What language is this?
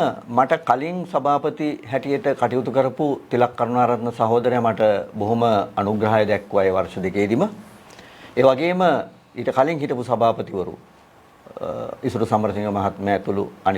Sinhala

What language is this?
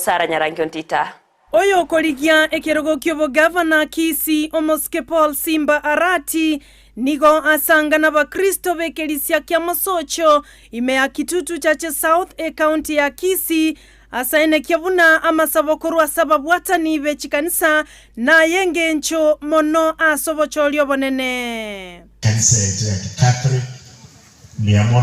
Gusii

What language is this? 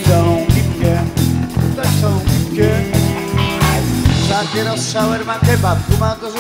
Polish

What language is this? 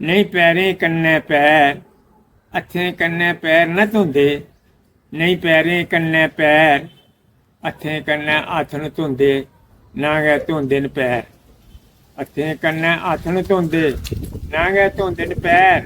Dogri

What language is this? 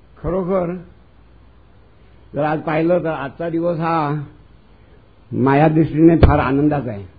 Marathi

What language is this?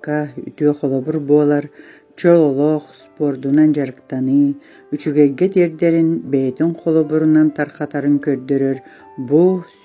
Yakut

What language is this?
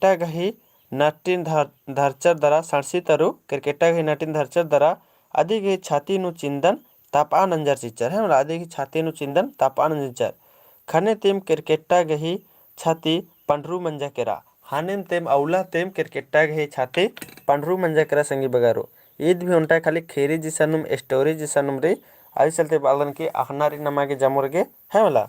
Kurukh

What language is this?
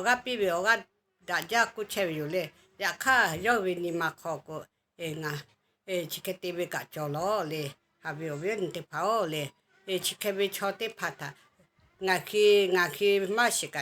Lahu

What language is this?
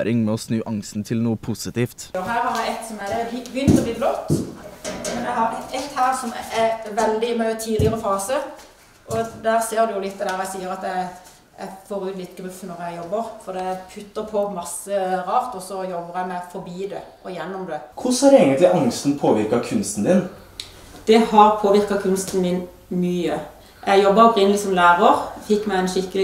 Norwegian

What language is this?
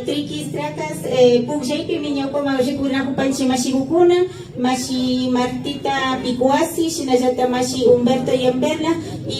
Imbabura Highland Quichua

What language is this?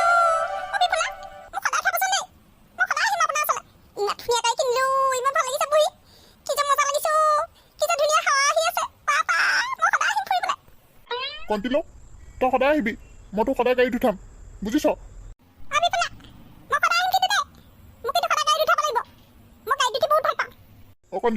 Assamese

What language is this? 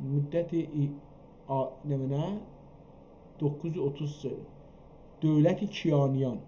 South Azerbaijani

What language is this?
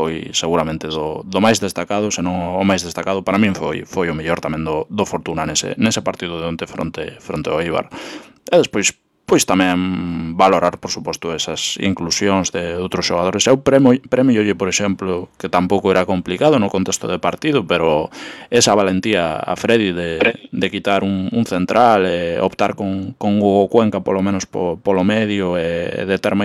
Galician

